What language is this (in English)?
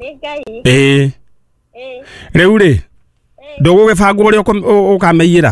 Kikuyu